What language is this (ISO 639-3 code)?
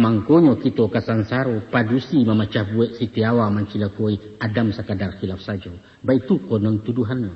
min